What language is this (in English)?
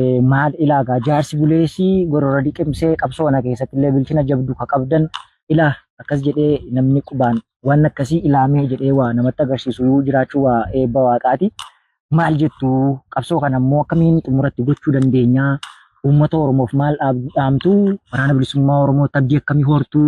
Oromo